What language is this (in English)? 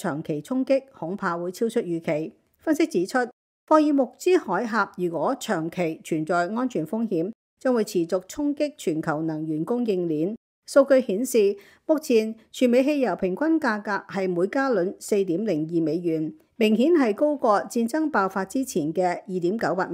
Cantonese